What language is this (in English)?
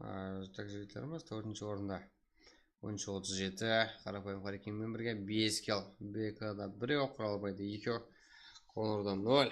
Kara-Kalpak